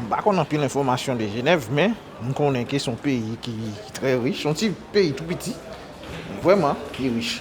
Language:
Haitian Creole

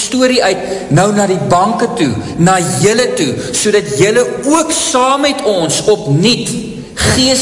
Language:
Afrikaans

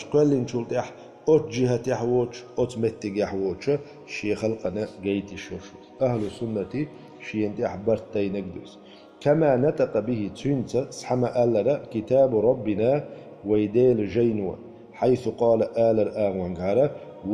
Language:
Chechen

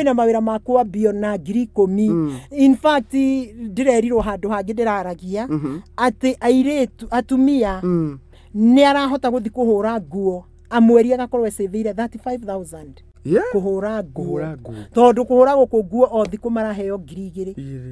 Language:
Kikuyu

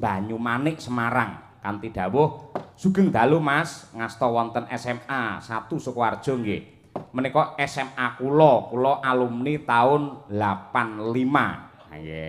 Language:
Javanese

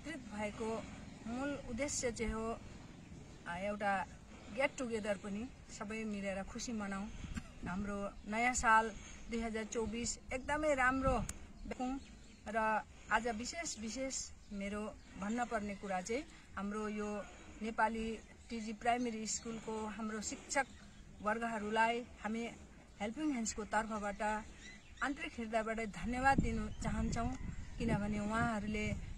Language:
Nepali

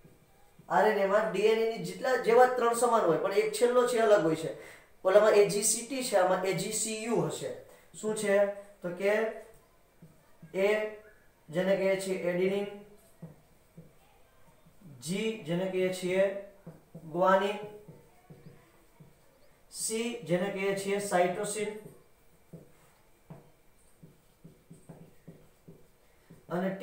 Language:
Gujarati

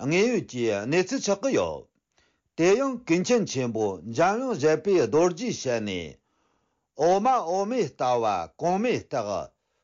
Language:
Tibetan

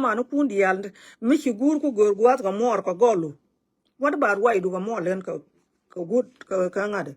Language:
Nuer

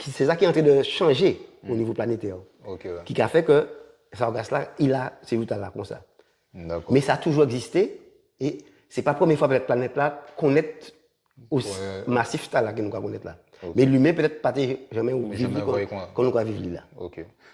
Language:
Guadeloupean Creole French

